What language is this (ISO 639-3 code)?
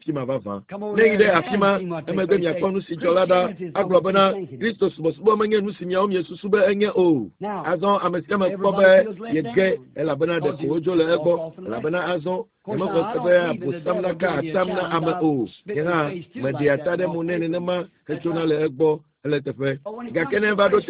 ewe